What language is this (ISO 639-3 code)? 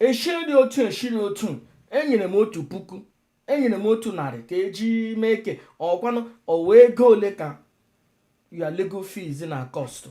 ibo